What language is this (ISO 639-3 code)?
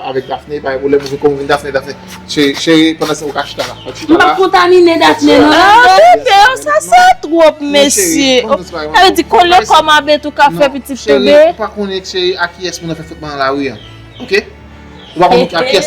hat